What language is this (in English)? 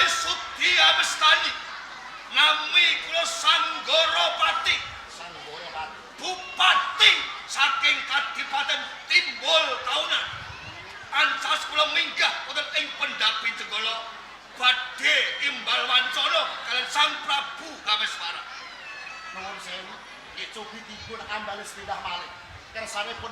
Javanese